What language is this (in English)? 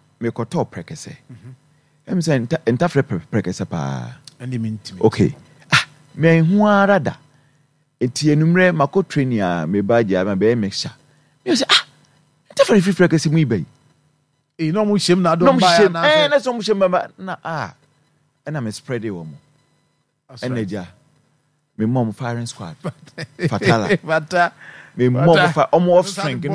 Akan